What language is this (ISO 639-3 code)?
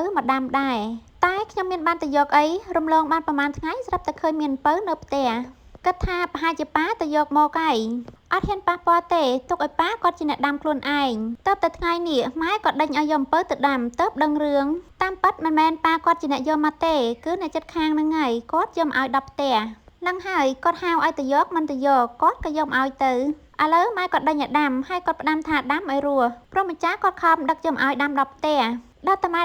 khm